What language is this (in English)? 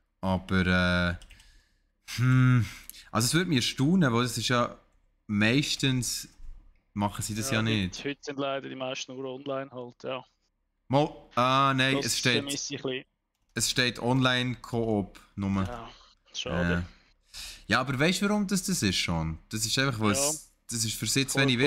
Swiss German